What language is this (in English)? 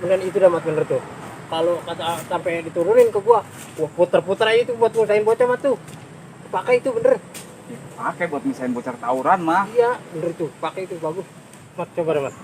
Betawi